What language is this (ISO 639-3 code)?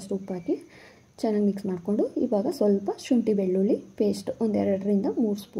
kan